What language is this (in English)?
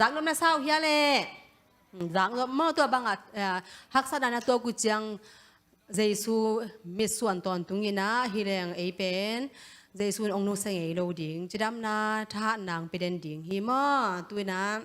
Tedim Chin